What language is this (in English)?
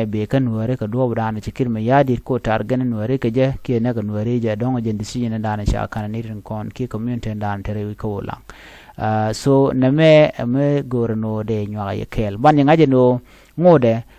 Nuer